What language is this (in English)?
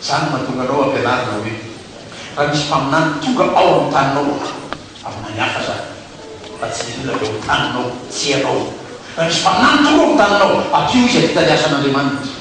Malagasy